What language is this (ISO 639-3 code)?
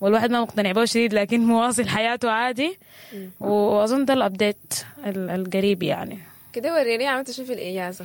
apd